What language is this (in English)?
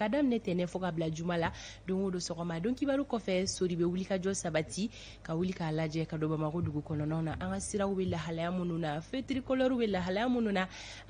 Bambara